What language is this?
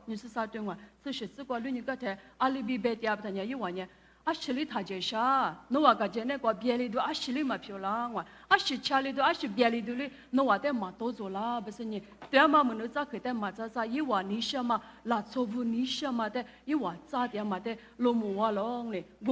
Lisu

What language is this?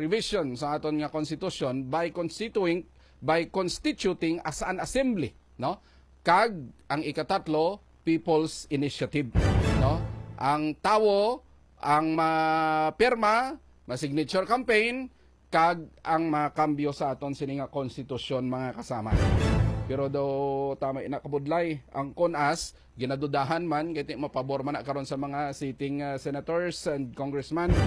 Hiligaynon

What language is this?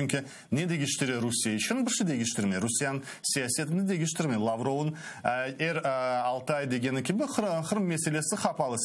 Crimean Tatar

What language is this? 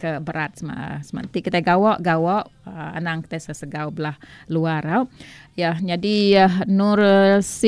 Iban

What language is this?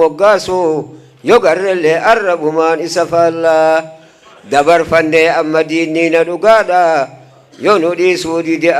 Oromo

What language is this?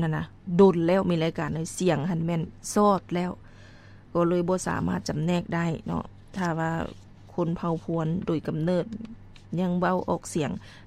Lao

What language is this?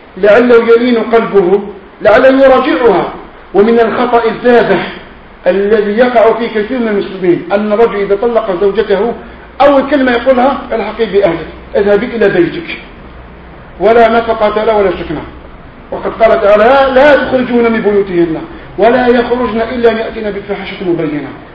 Arabic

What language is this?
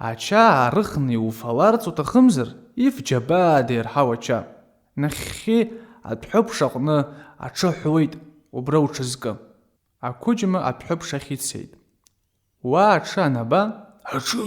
Abkhazian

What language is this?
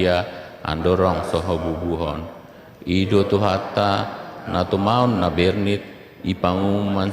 Batak Toba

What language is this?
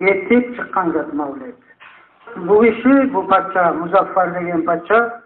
Kumyk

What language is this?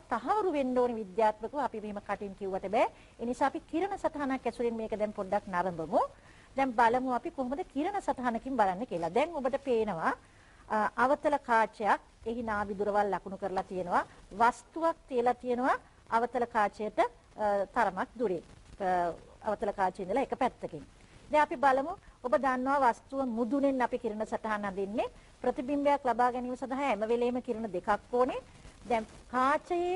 Sinhala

